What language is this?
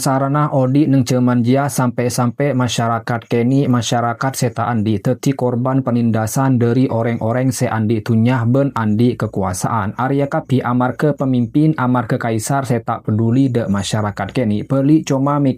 Madurese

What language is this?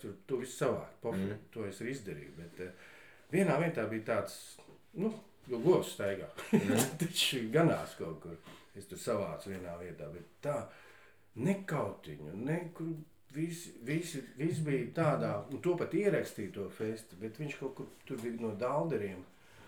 Latvian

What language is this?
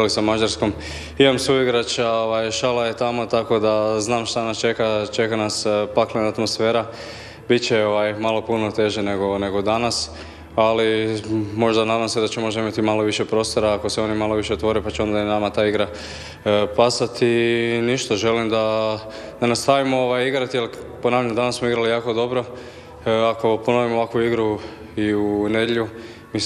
Croatian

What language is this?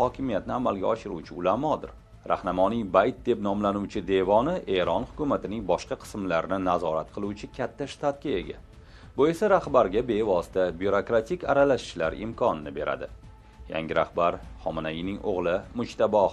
Uzbek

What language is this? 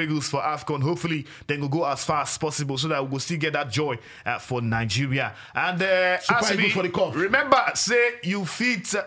Nigerian Pidgin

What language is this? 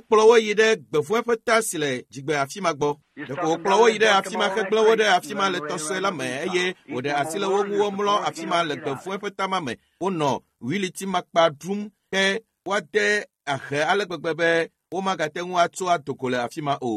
Ewe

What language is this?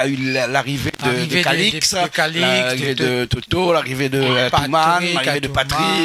Réunion Creole French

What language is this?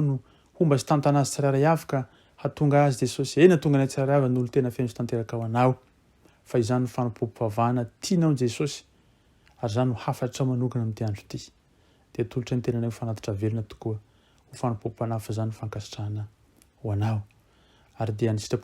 Malagasy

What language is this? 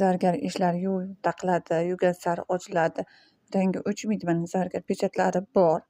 Uzbek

